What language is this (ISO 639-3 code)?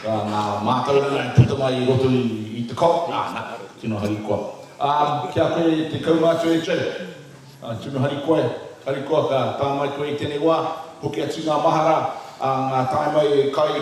mri